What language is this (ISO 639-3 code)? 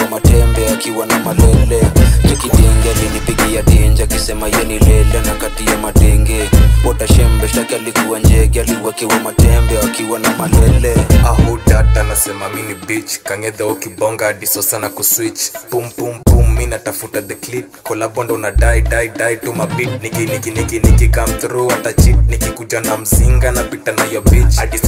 swa